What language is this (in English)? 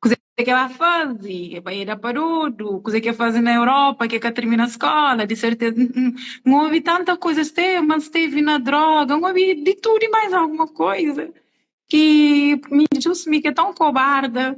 Kabuverdianu